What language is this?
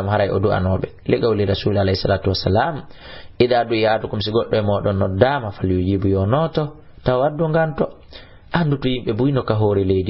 Fula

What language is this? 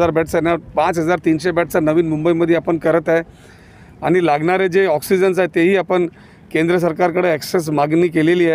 Marathi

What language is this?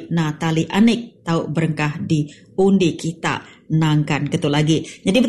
Iban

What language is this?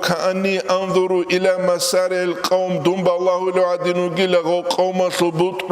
Avaric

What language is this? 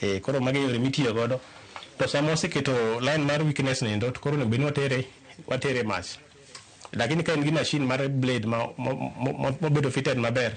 Luo (Kenya and Tanzania)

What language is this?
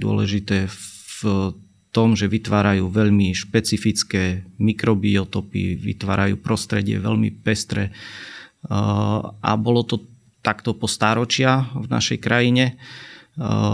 Slovak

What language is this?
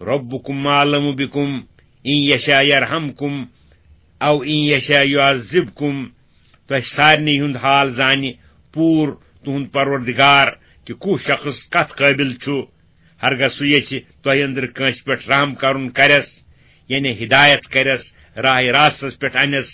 Kashmiri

